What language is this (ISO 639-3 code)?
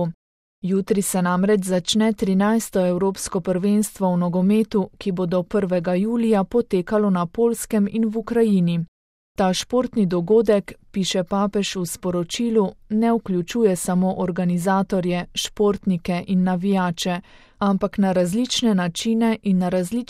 slv